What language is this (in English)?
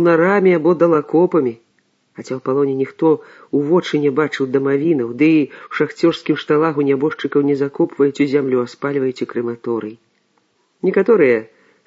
Belarusian